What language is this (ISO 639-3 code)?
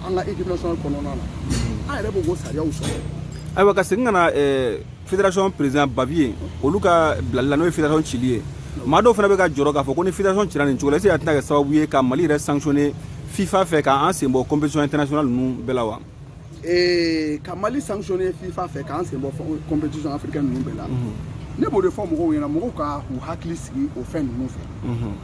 bam